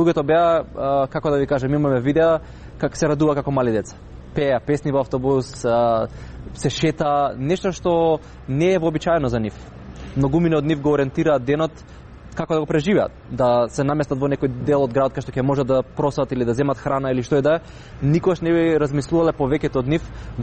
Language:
Macedonian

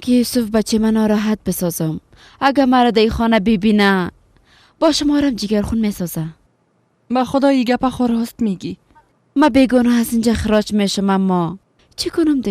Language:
Persian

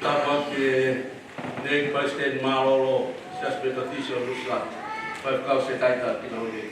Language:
Tongan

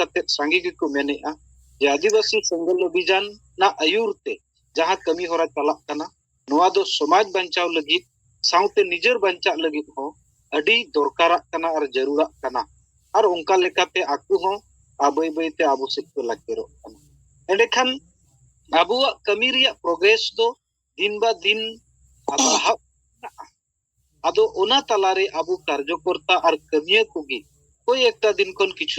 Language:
Santali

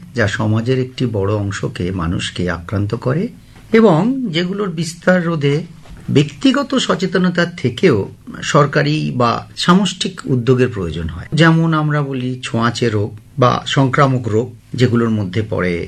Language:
Bangla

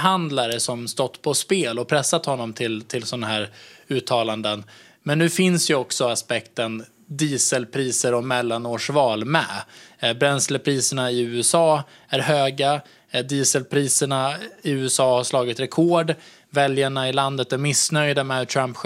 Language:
Swedish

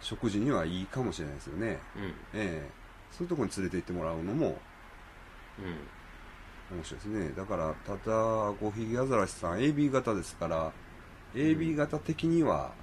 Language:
Japanese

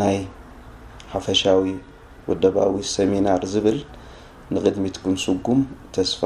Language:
Tigrinya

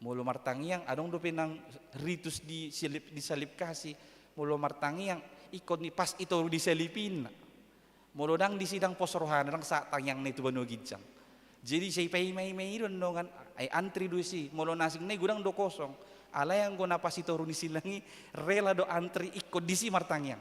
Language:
Batak Toba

